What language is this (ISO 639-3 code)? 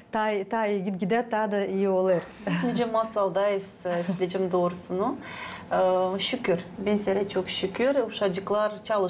gag